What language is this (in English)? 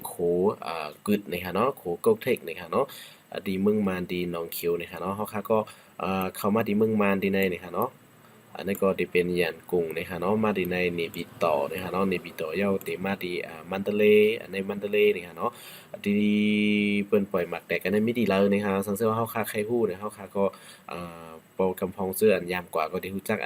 Shan